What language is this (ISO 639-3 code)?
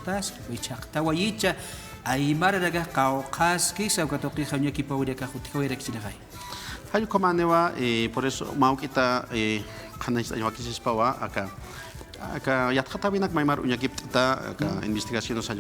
aym